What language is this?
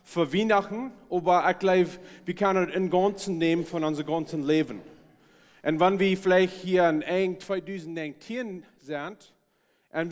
Plautdietsch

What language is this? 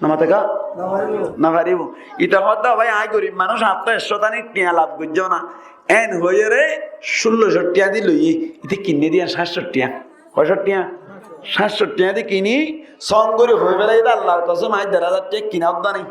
Rohingya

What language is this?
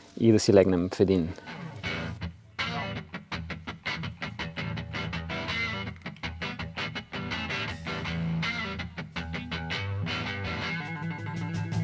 Bulgarian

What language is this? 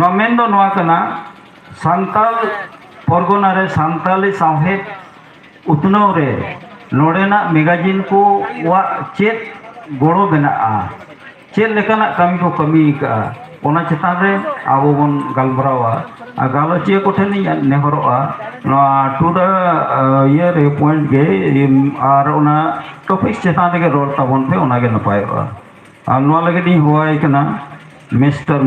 Santali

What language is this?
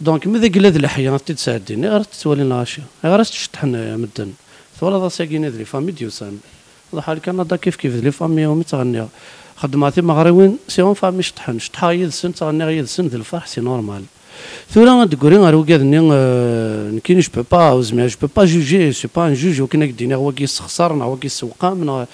Kabyle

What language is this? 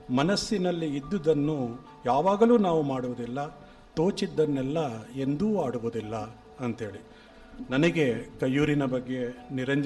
Kannada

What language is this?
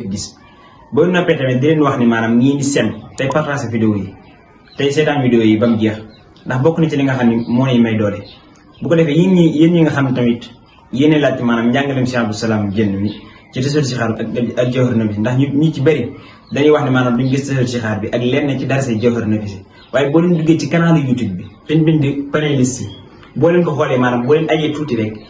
Wolof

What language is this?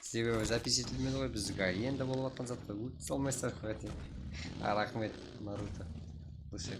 Kara-Kalpak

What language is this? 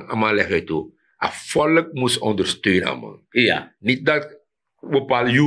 Sranan Tongo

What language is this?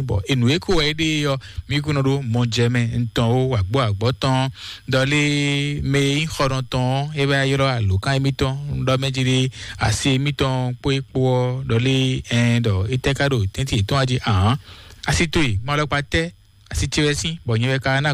Fon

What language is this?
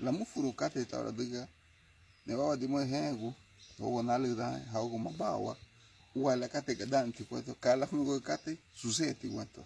Garifuna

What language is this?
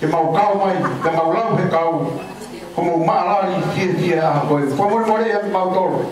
Tongan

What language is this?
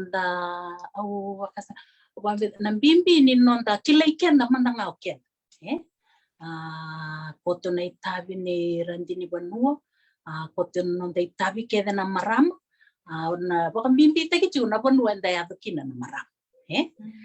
Fijian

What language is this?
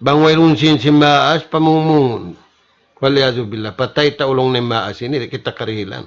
Tausug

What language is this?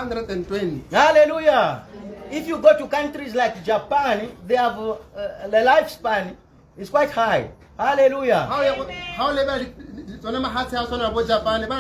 Tswana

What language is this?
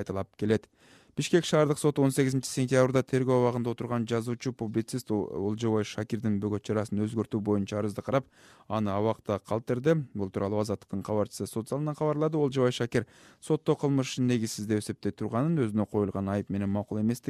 Kyrgyz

